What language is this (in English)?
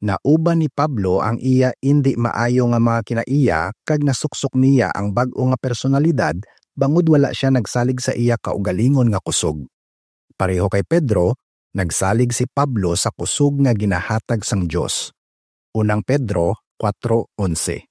Hiligaynon